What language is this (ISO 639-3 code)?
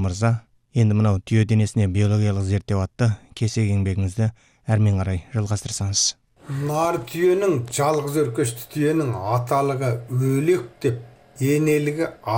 kaz